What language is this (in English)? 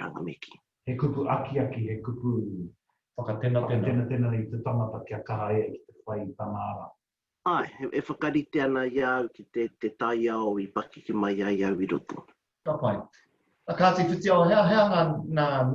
Māori